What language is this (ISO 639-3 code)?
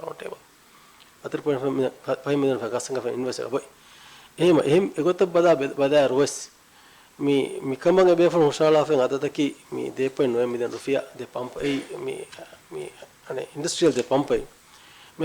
div